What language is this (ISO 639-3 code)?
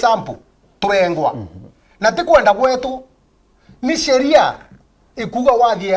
mer